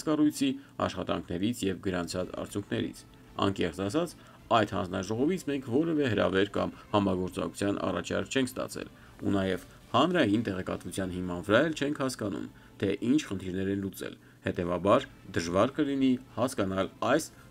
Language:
Armenian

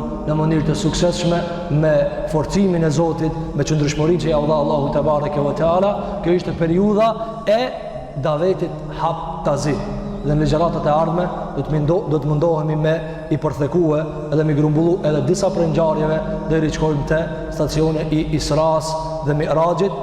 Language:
Albanian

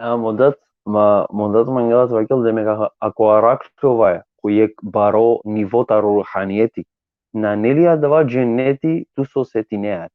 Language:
Balkan Romani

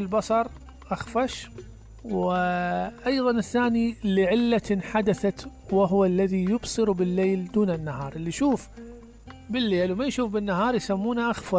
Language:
Mesopotamian Arabic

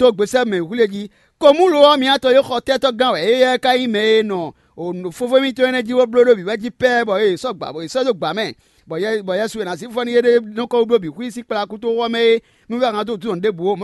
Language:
Fon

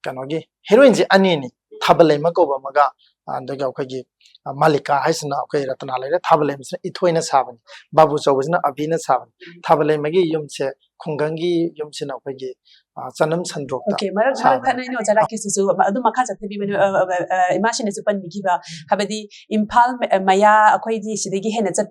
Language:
Manipuri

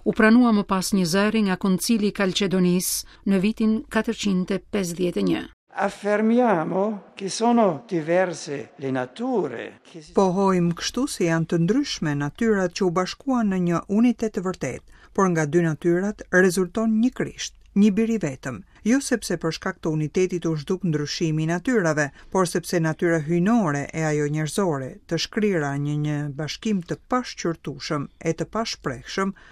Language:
Albanian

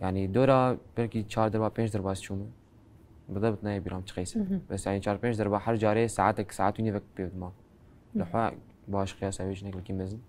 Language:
Kurdish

